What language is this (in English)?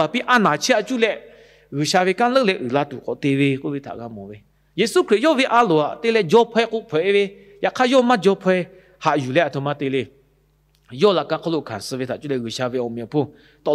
Lahu